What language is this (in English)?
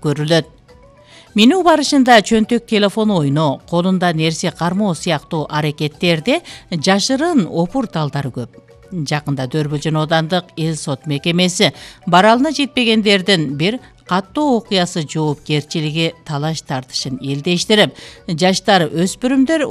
Kyrgyz